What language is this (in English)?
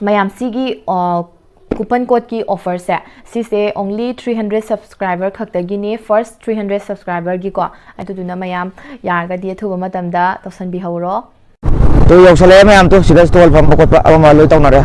Manipuri